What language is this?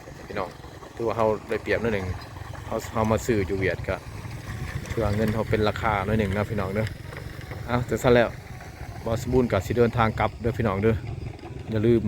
Lao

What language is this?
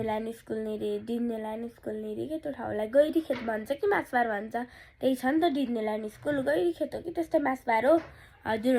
Nepali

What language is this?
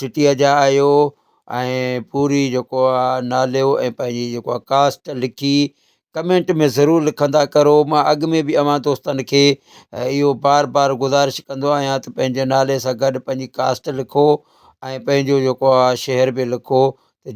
Sindhi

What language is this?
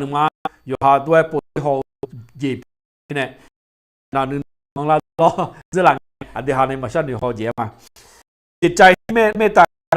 Akha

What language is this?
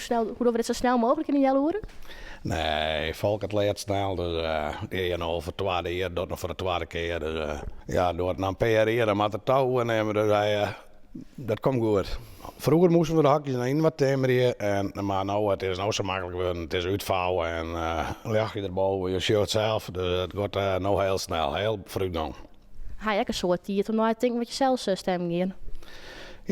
Western Frisian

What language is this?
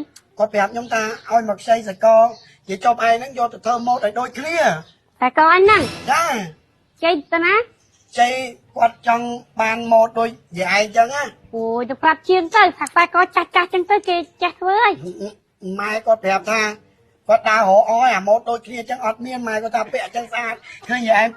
Khmer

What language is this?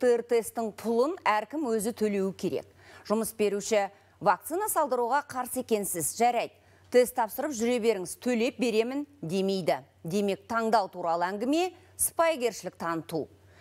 Kazakh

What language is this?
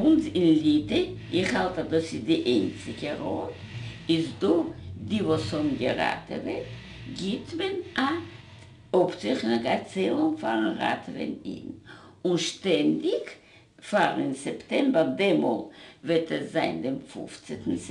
Yiddish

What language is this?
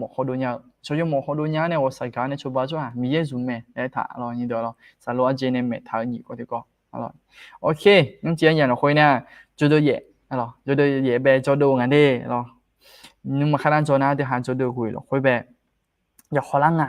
Akha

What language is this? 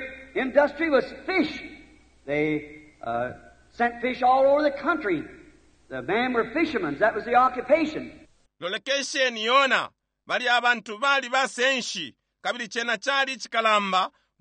Bemba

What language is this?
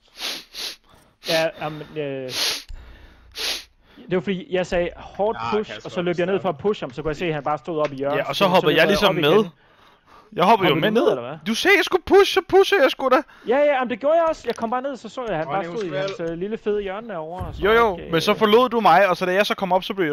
Danish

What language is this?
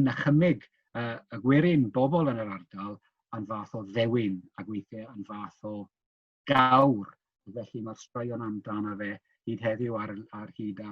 Welsh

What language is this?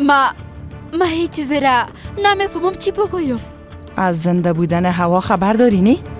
Persian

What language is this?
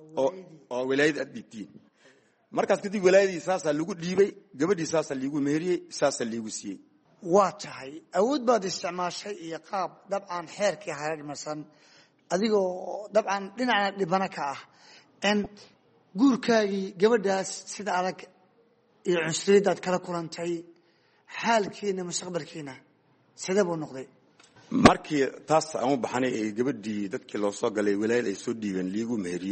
Somali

